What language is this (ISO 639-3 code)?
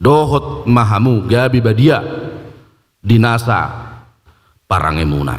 bbc